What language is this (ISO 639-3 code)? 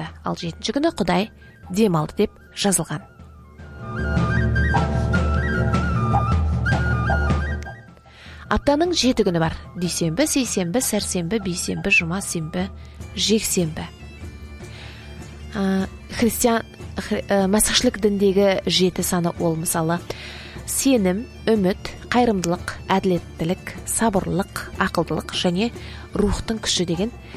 kaz